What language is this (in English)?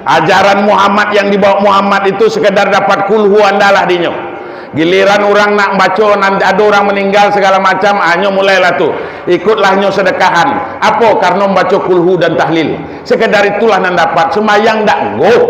Minangkabau